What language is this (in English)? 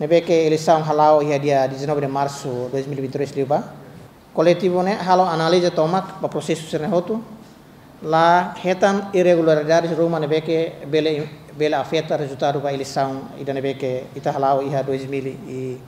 Tetum